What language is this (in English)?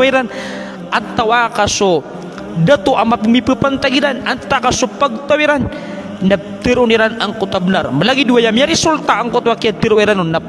Maranao